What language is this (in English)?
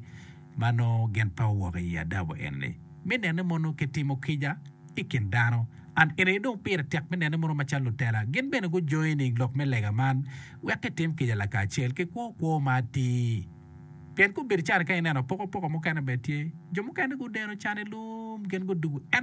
Acoli